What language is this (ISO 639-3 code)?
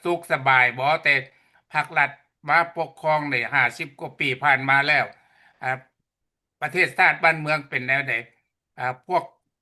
lao